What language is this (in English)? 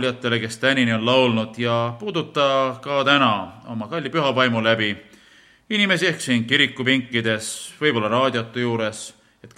Estonian